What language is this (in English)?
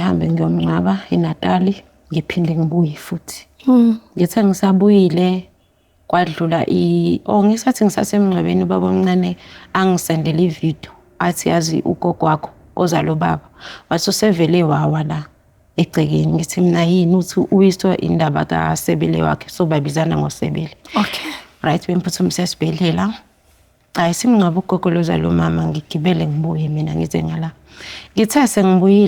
Zulu